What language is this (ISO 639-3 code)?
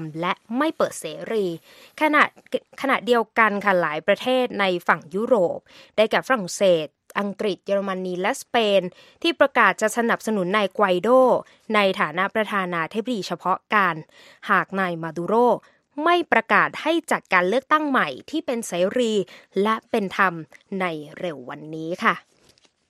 tha